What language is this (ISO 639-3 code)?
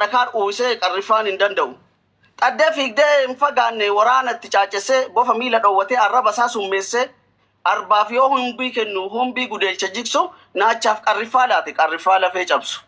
orm